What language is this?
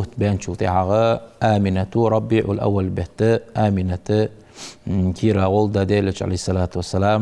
Ingush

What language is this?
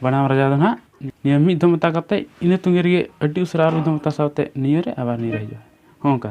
Santali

